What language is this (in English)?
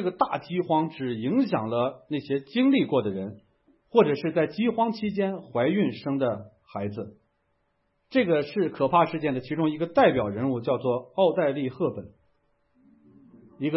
Chinese